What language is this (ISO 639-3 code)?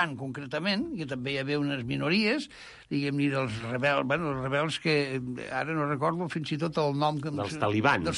cat